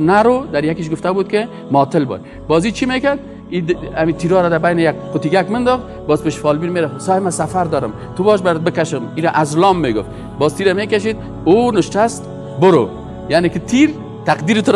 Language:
Persian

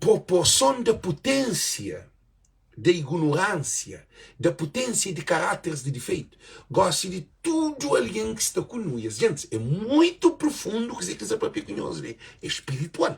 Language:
Kabuverdianu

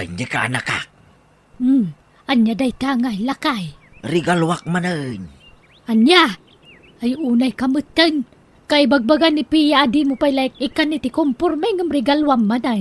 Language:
Iloko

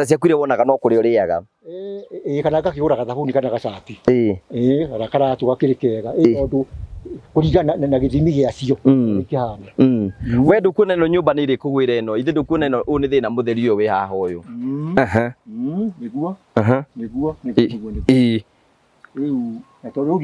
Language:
Kikuyu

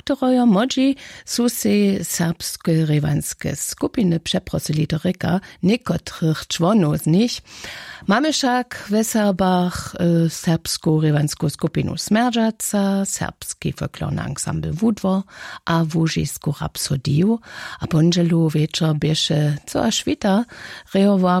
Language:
Upper Sorbian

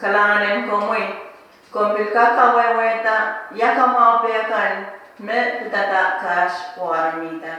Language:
Pohnpeian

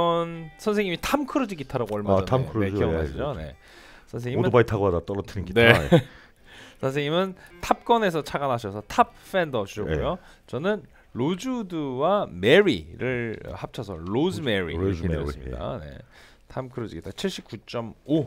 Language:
Korean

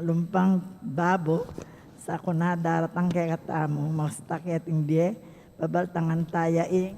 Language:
Pampanga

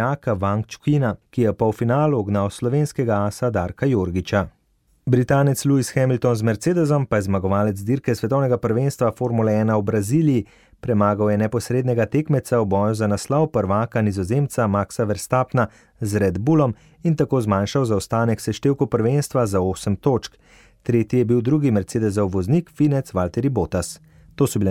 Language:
Slovenian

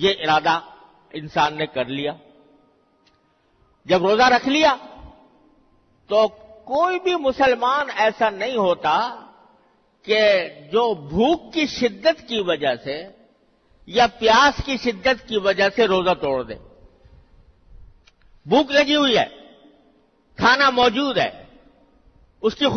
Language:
Urdu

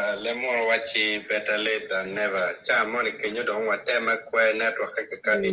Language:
Acoli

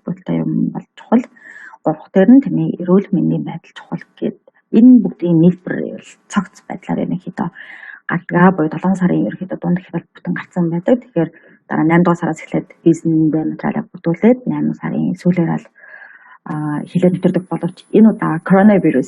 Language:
Mongolian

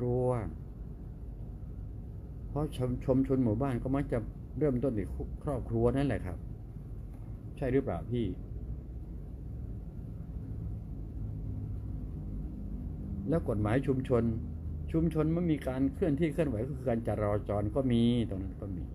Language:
Thai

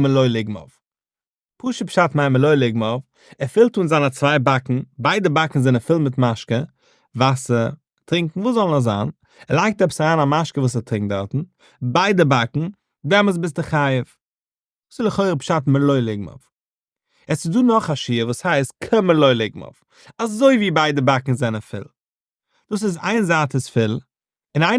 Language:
Yiddish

